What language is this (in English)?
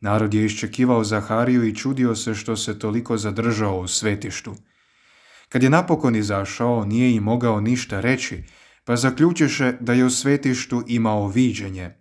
Croatian